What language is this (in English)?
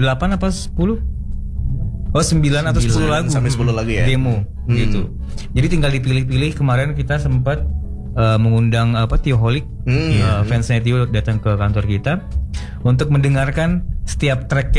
Indonesian